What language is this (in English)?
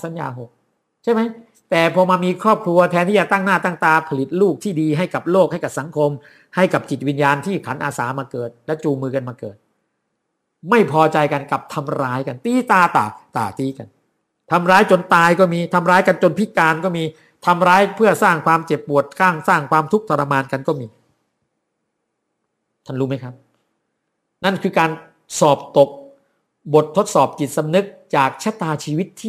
Thai